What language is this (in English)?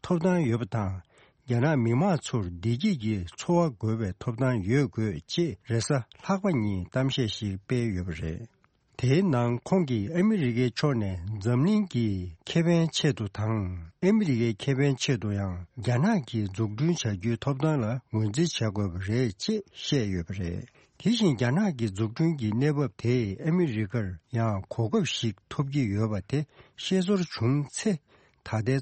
Tibetan